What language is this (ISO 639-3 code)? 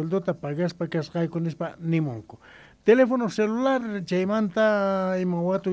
quh